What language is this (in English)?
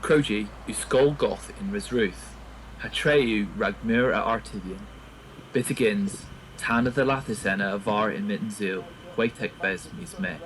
Cornish